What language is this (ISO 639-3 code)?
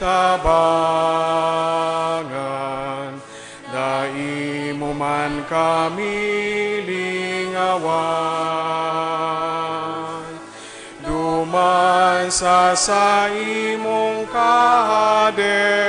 bik